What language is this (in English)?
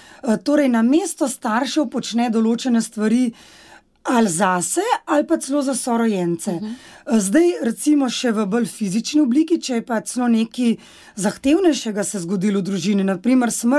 Slovenian